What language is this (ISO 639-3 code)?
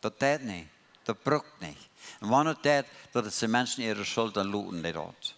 pdt